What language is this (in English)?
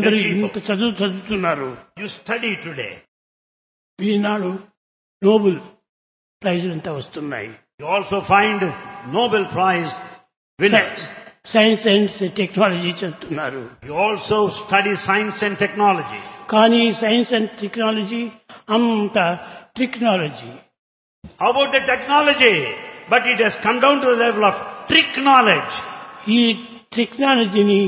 Telugu